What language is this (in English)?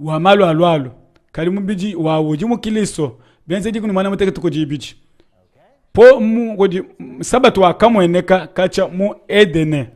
Luba-Lulua